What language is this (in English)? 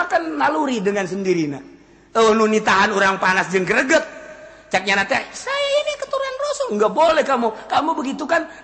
Sundanese